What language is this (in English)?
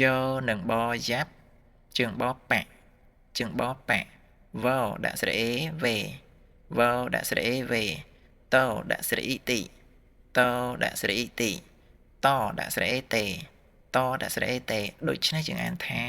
Khmer